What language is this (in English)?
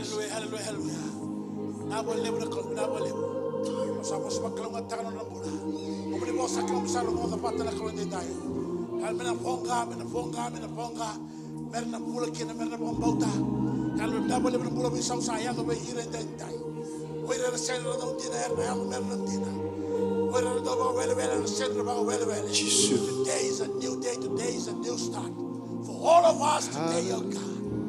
Fijian